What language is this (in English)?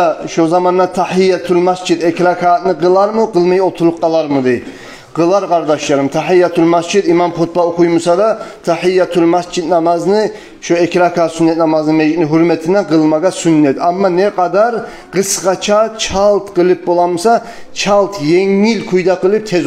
Kumyk